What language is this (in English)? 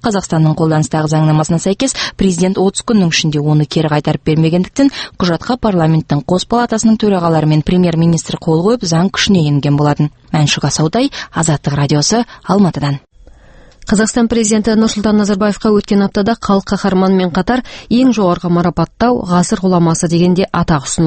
Kazakh